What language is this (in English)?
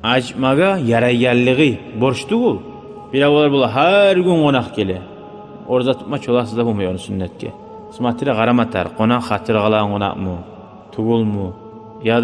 Kumyk